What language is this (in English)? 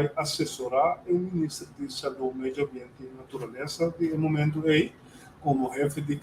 Papiamento